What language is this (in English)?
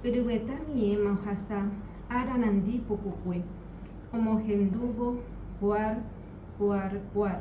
Guarani